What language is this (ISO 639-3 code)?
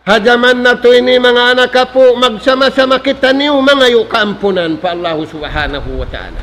tsg